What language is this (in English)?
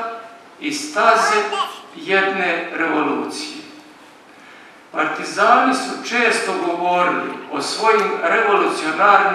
Croatian